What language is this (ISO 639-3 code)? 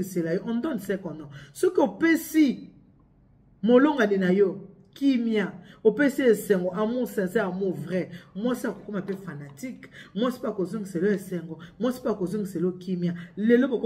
lin